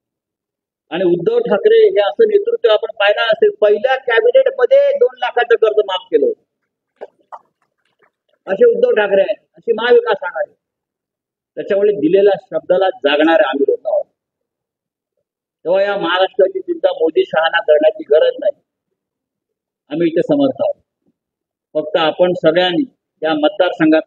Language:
Marathi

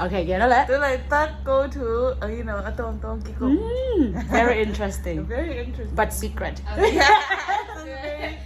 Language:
Tedim Chin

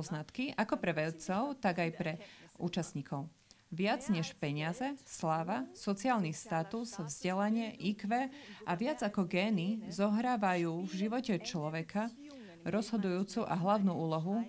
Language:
Slovak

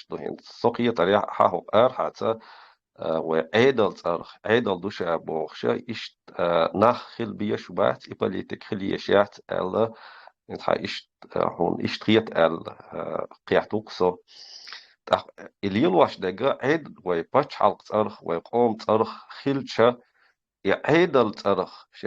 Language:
Chechen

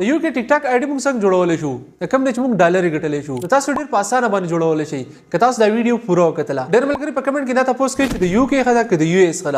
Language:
Pashto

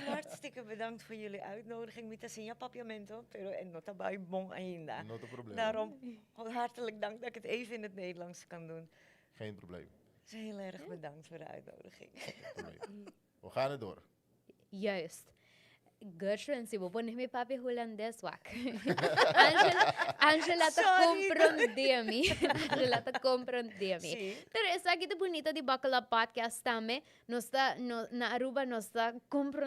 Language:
Papiamento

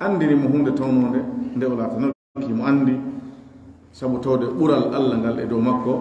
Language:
Pular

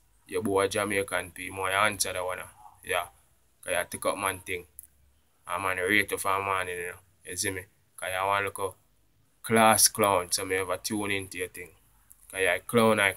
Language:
Jamaican Creole English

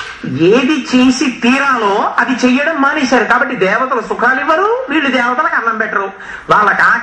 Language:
Telugu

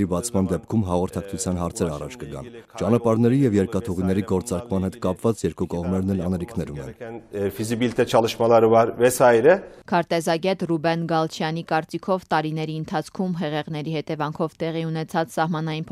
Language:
Armenian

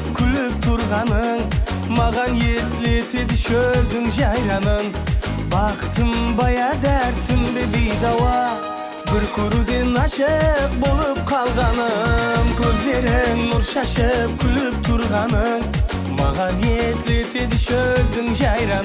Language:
Kara-Kalpak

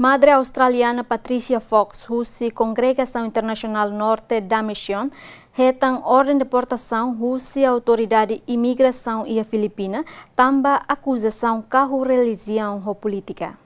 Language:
Tetum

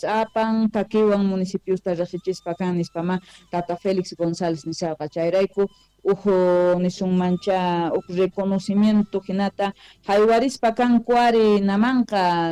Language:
South Bolivian Quechua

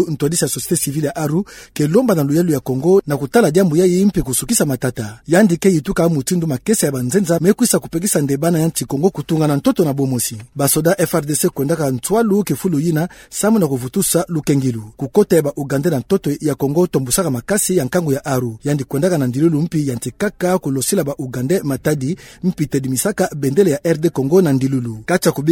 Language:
Kituba (Democratic Republic of Congo)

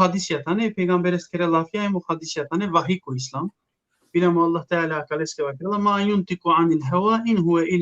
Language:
Balkan Romani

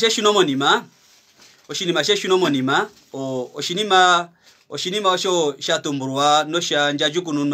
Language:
Kuanyama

